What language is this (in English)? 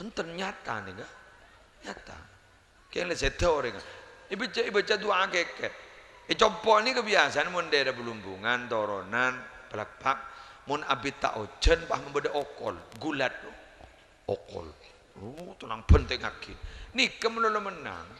Madurese